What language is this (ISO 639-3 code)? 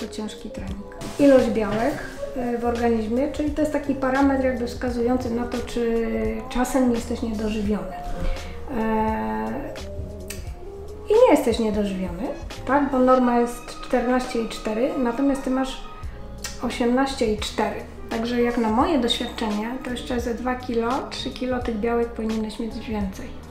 pol